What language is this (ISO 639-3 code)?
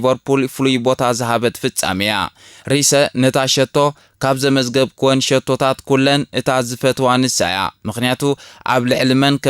tir